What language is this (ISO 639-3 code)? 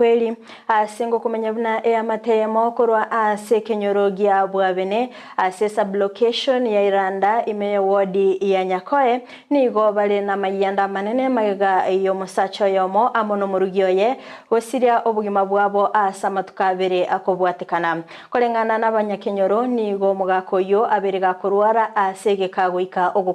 guz